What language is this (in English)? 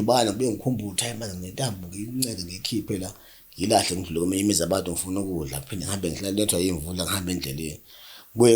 Zulu